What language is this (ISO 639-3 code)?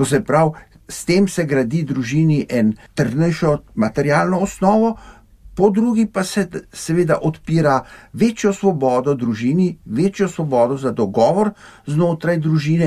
slv